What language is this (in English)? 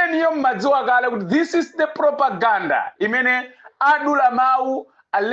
Nyanja